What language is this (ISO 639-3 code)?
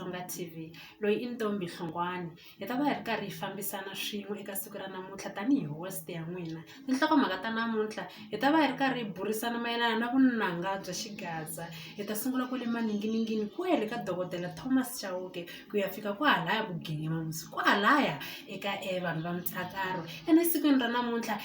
tso